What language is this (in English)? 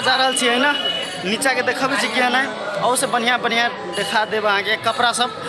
Maithili